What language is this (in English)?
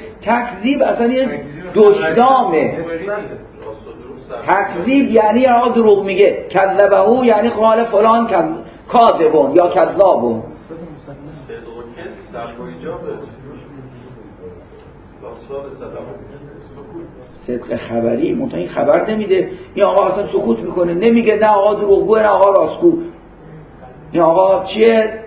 Persian